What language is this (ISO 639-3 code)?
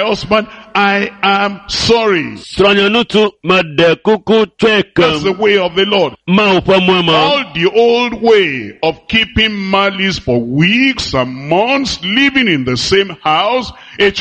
ewe